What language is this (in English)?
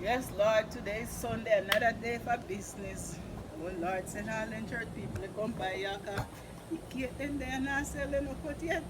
Jamaican Creole English